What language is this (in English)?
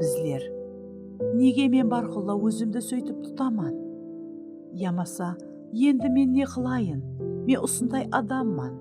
Kara-Kalpak